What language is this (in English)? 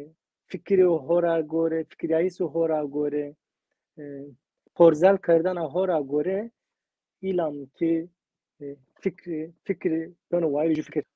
Zaza